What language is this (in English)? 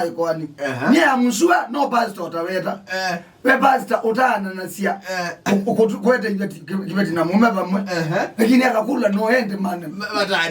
Kamba